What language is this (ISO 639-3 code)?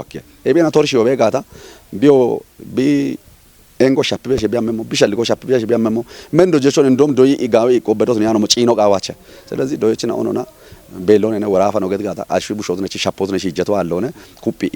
kbr